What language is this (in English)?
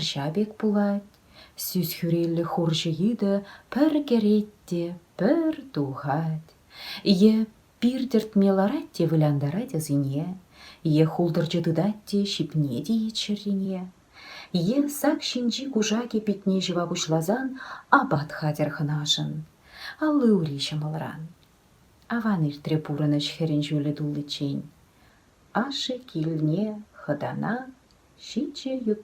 Chuvash